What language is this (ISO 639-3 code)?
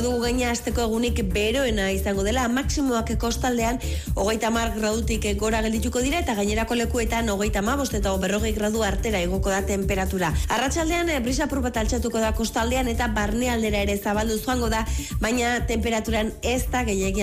eus